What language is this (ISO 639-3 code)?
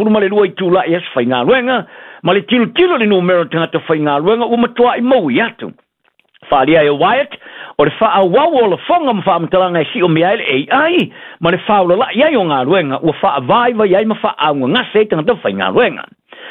smo